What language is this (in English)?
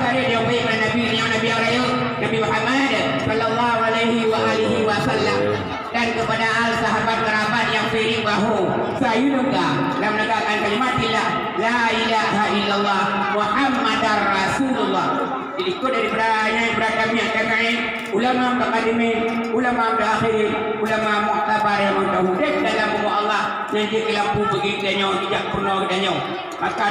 Achinese